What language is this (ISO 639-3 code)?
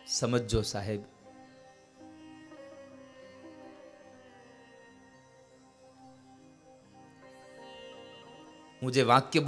guj